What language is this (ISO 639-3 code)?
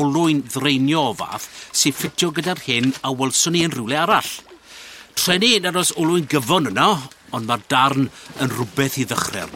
cym